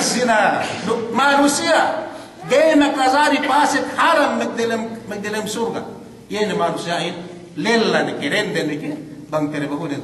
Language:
Yakan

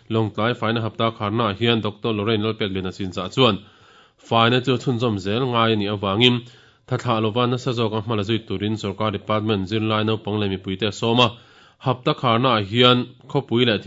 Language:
Mizo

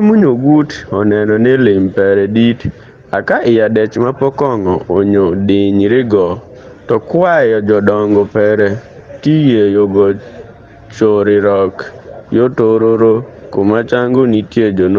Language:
Adhola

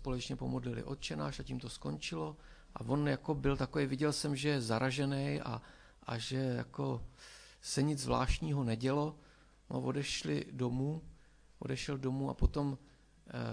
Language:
Czech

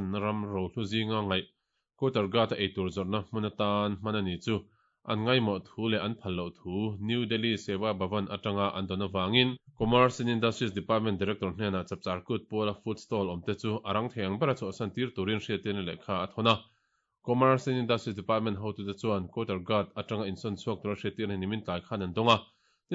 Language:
Mizo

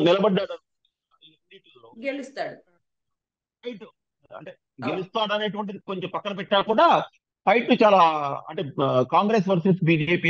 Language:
Telugu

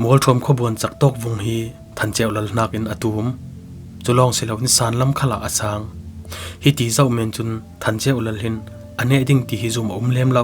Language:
Falam Chin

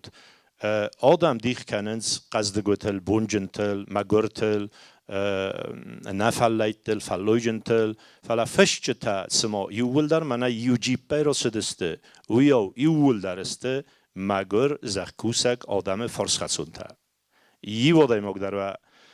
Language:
Ossetic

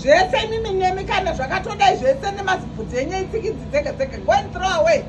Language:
Shona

